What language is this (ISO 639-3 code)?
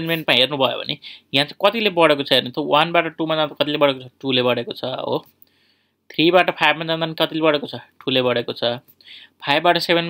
nep